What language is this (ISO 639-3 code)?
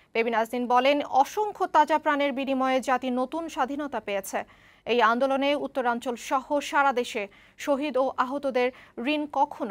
ben